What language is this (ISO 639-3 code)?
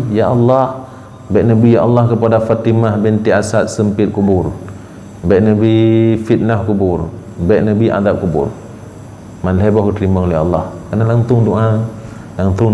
ace